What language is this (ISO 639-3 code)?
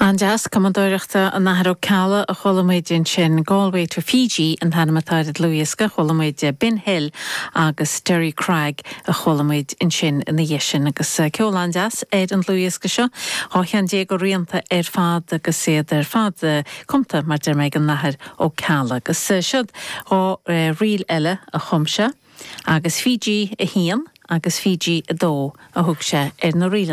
gle